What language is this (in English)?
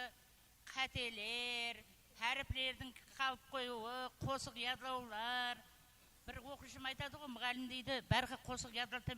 Kara-Kalpak